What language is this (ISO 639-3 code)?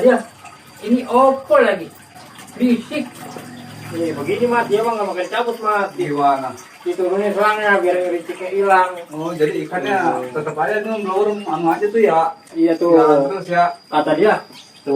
bew